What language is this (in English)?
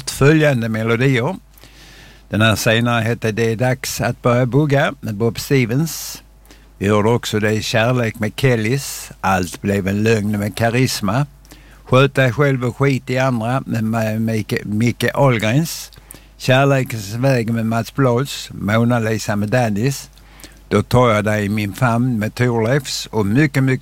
Swedish